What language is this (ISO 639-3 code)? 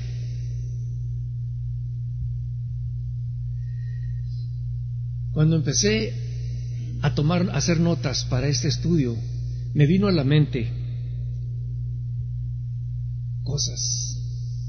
spa